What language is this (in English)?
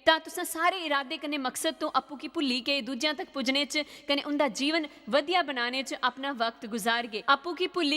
Dogri